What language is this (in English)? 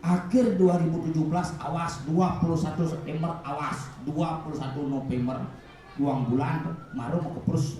Balinese